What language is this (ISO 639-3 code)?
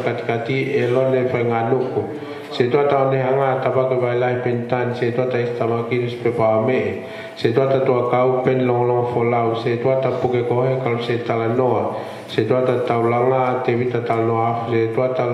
ton